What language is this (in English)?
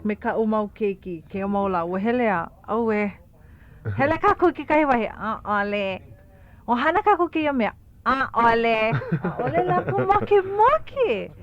Hawaiian